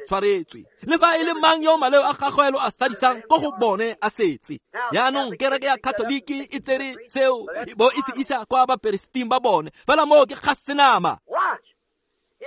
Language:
Tswana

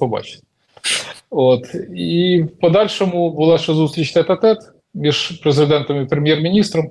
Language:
Ukrainian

